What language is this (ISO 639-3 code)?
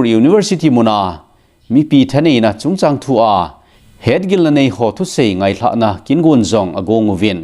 tcz